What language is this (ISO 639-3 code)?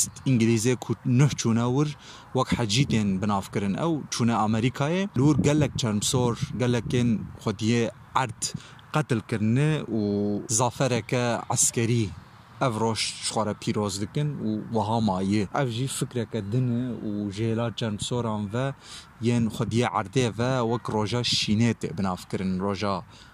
kur